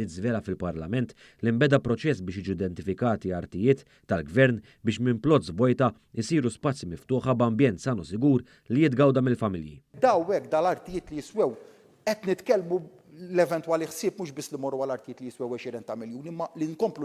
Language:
Maltese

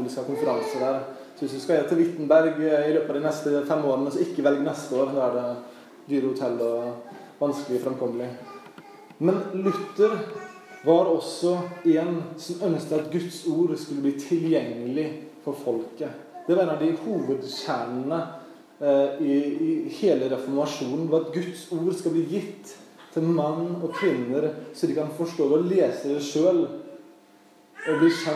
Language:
Norwegian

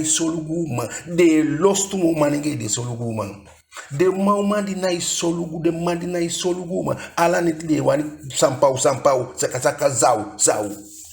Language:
Eastern Maroon Creole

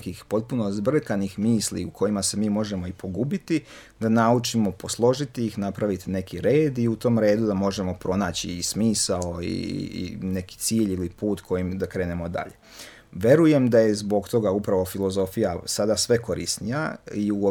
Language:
Serbian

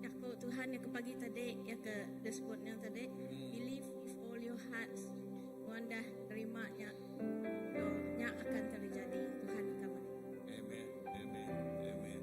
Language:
Iban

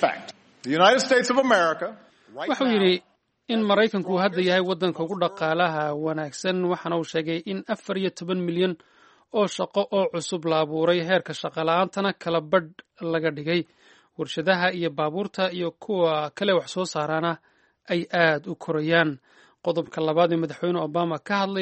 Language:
Somali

